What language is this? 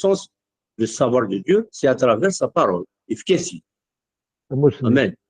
Kabyle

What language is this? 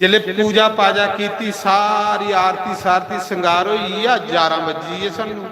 Dogri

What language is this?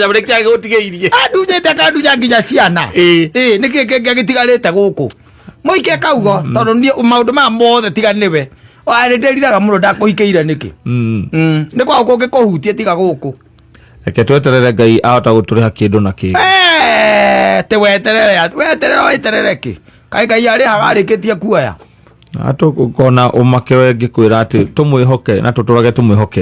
Kikuyu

